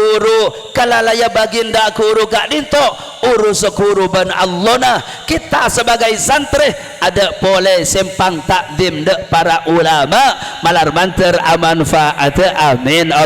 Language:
Madurese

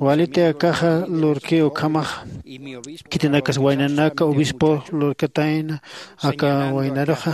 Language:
Aymara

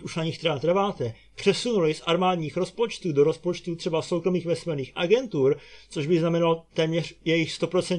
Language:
Czech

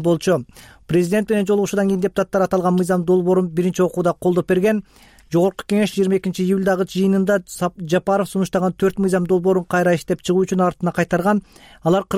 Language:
Kyrgyz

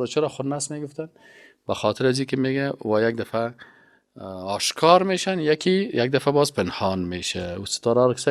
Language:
Persian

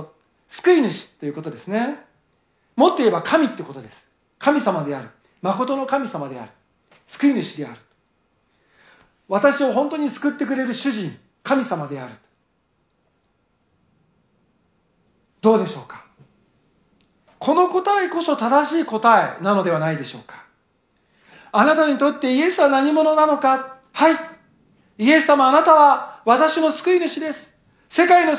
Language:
Japanese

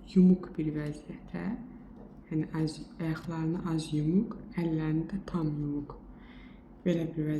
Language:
Azerbaijani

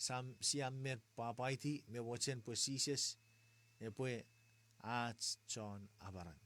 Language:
Chuukese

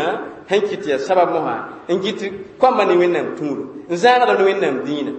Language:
Mossi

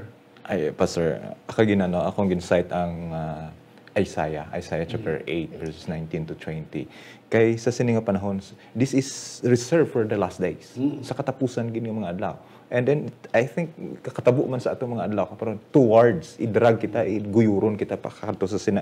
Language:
Hiligaynon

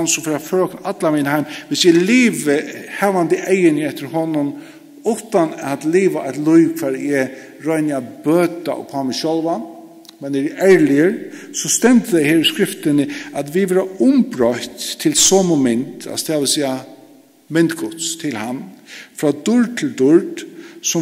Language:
Faroese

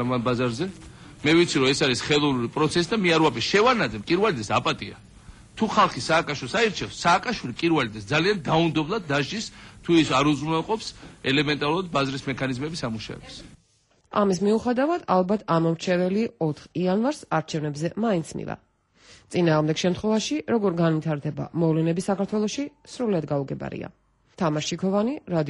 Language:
Georgian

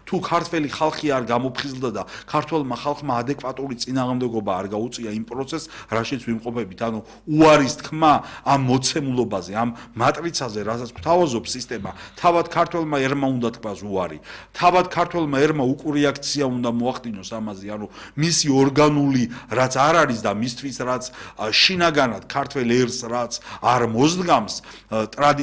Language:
Georgian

